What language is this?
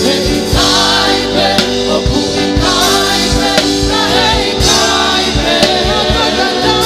Tongan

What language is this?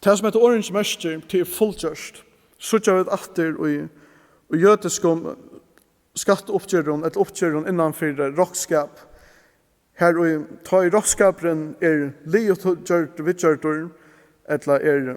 Faroese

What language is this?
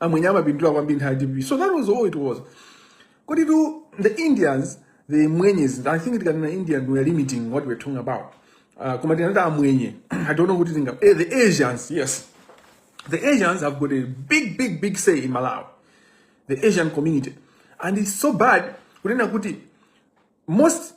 Nyanja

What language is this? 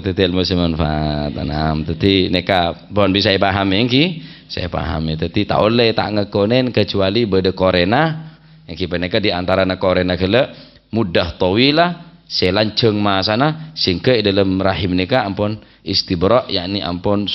Madurese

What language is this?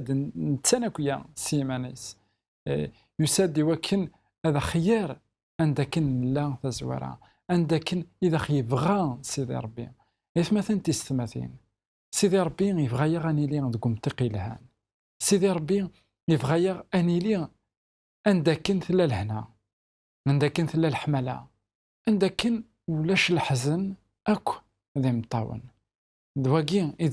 Kabyle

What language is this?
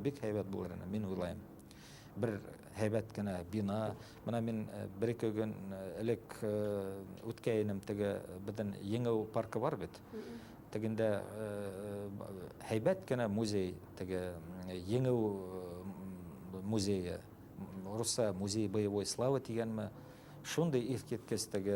Bashkir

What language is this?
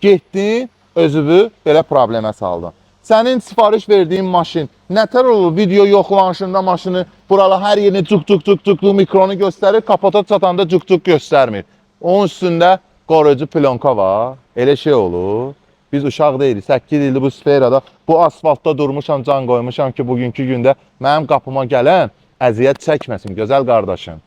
Azerbaijani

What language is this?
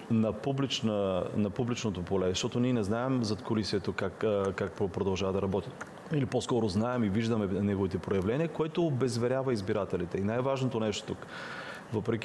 Bulgarian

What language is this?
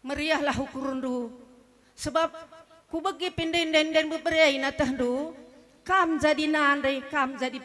Batak Karo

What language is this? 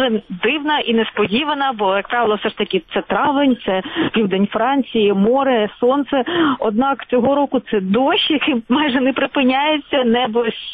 Ukrainian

